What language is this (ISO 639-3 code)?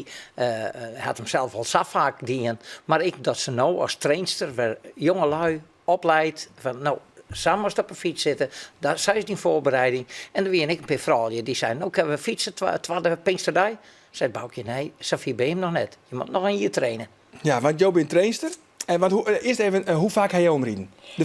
fry